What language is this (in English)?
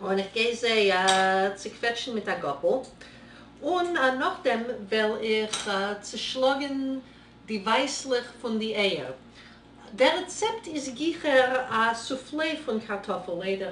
Yiddish